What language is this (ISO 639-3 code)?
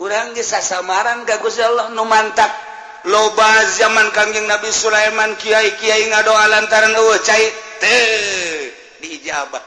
sun